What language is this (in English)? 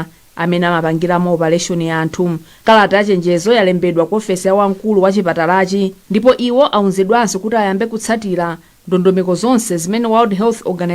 Nyanja